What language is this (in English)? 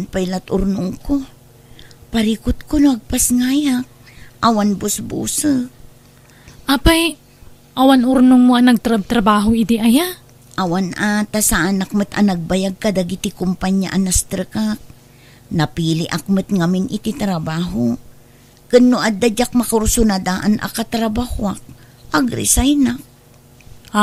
Iloko